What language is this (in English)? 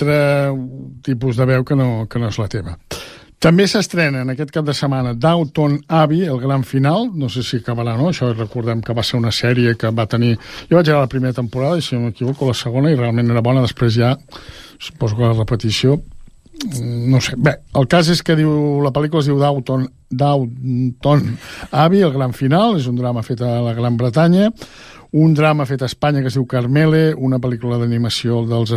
Catalan